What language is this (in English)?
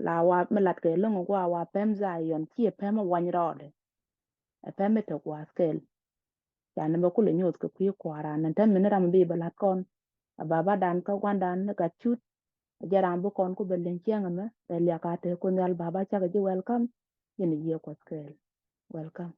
Nuer